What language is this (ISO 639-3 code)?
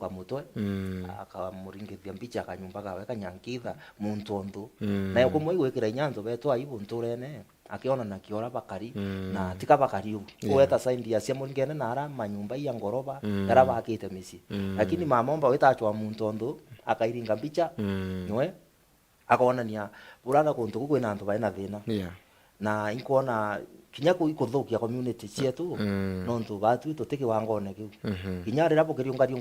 mer